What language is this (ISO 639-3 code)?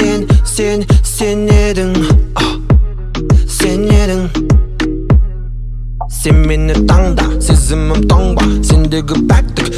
kaz